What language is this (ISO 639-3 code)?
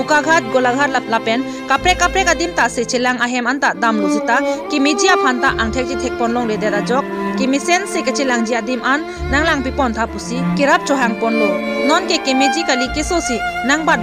mjw